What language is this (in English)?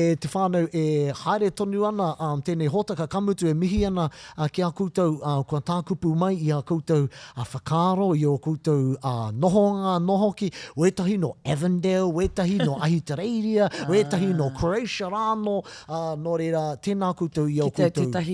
Māori